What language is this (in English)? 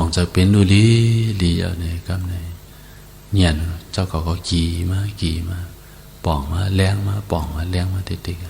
Shan